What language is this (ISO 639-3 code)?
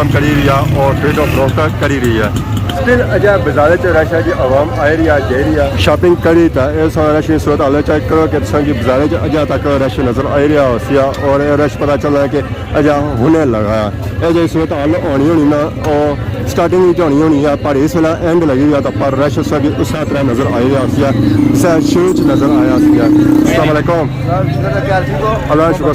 phr